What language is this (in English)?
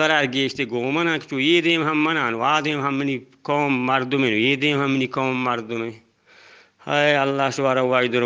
Eastern Balochi